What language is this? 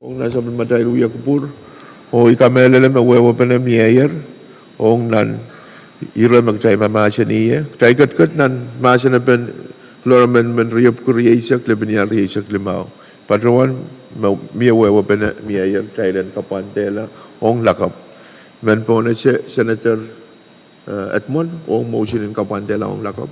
Pohnpeian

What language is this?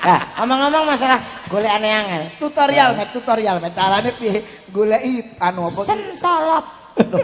Javanese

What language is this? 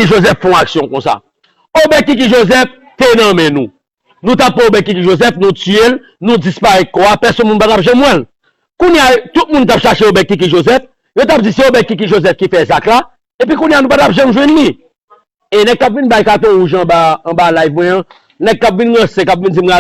Haitian Creole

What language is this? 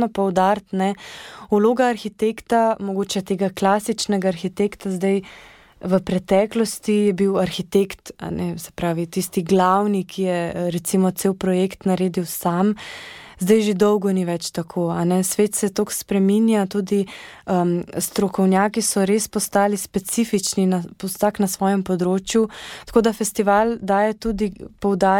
Slovenian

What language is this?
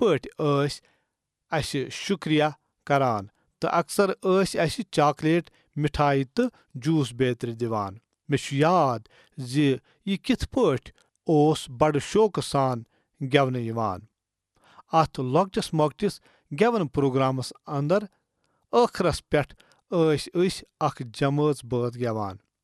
Kashmiri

